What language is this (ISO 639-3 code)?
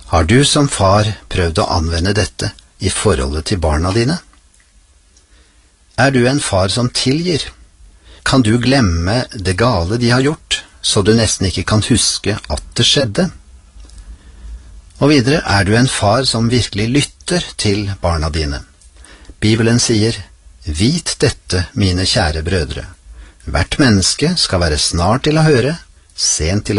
nor